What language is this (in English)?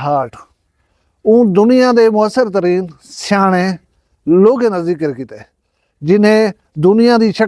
Saraiki